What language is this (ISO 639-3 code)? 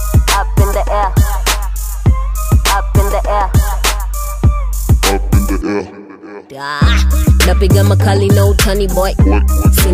swa